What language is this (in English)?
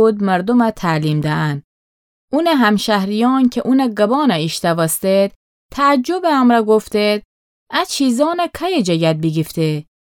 Gilaki